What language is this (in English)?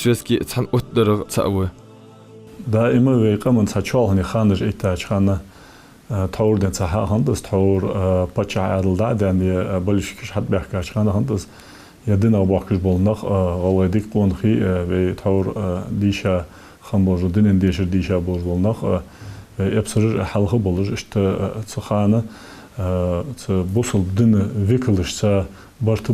Ingush